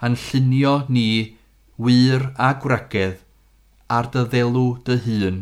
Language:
Welsh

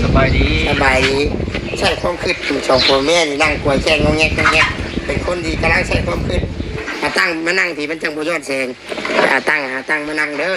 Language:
Northeastern Thai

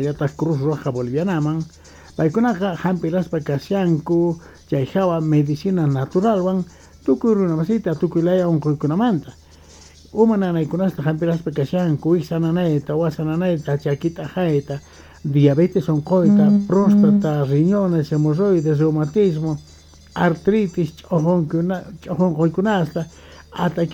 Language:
Quechua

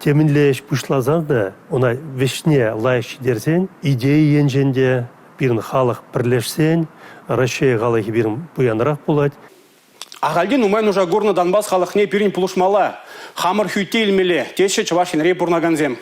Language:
Chuvash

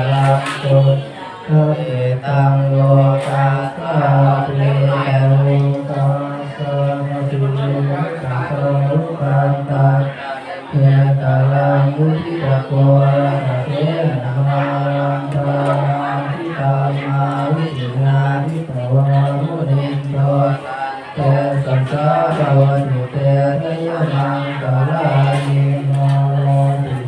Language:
Pali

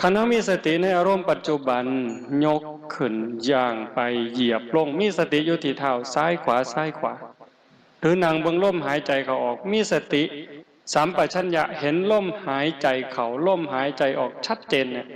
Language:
Northeastern Thai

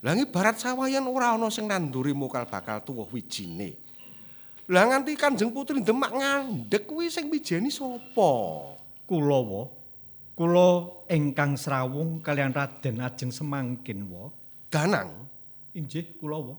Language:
Javanese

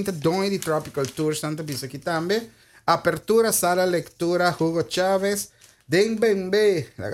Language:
Papiamento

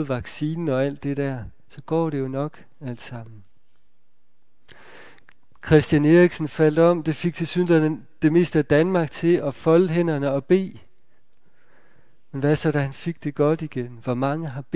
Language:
Danish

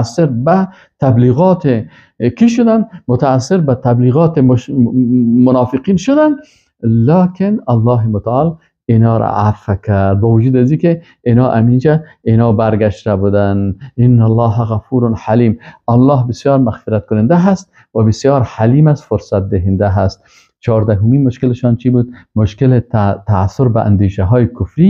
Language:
Persian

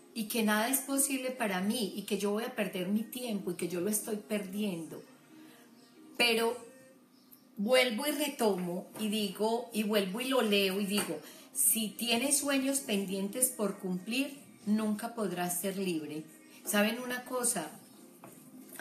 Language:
Spanish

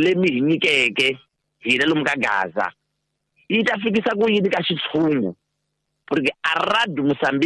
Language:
Tsonga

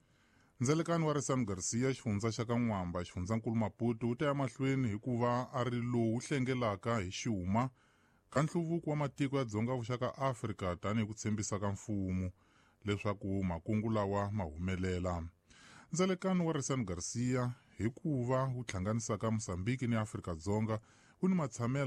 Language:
Tsonga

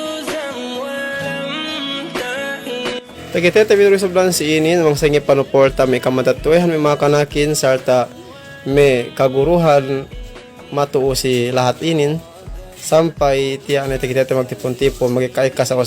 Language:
Yakan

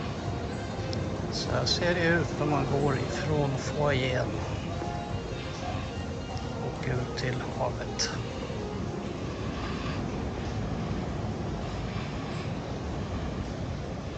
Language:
Swedish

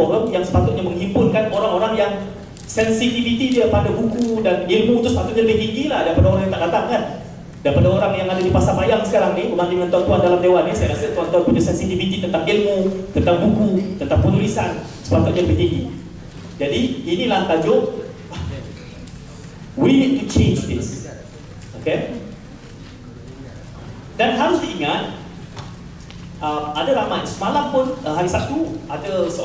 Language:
Malay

